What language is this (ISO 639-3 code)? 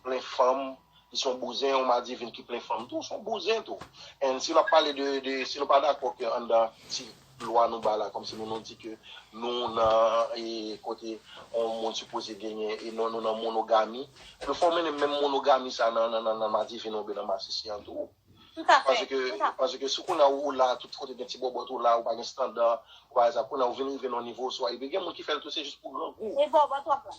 hat